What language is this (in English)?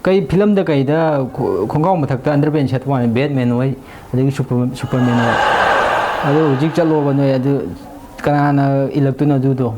Manipuri